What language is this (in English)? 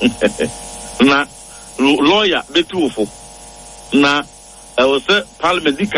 Akan